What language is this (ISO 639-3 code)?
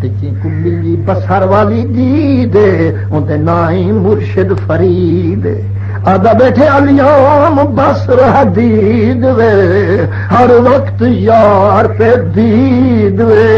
skr